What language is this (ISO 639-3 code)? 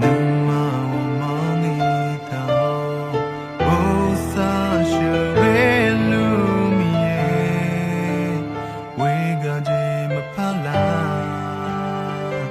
ahk